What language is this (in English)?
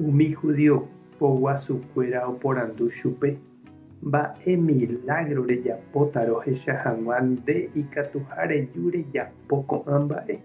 Guarani